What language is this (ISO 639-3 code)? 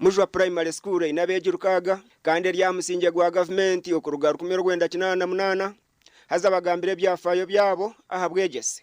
nyn